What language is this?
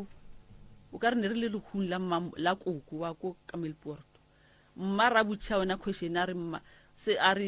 Northern Sotho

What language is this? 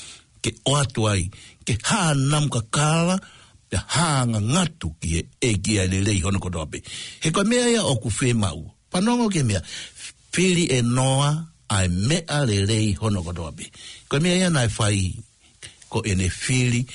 Tongan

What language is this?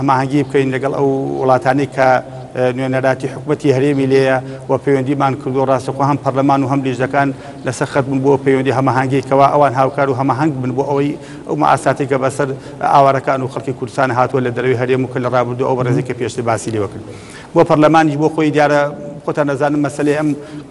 Central Kurdish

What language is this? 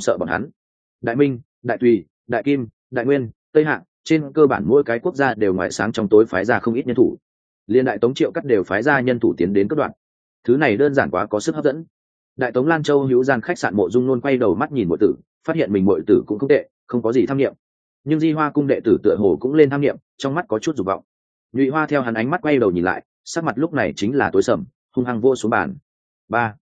Vietnamese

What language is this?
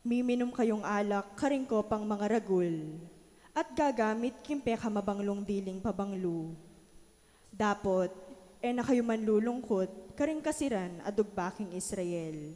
Pampanga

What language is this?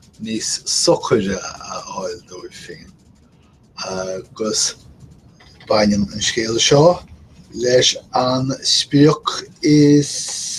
Irish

